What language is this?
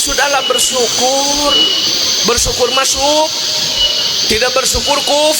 Sundanese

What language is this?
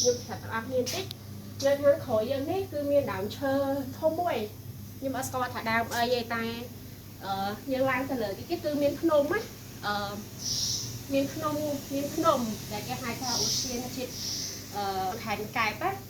Khmer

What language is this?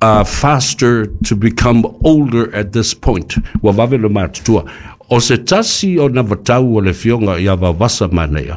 Samoan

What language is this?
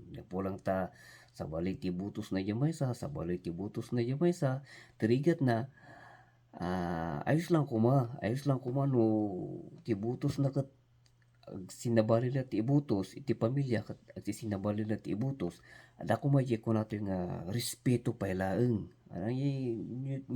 Iloko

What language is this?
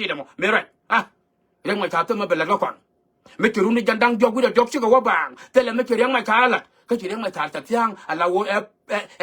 Nuer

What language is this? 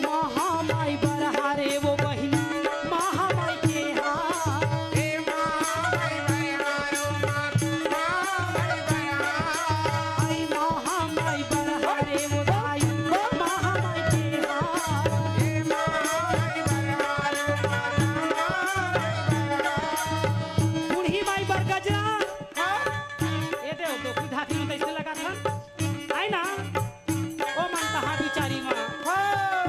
Chhattisgarhi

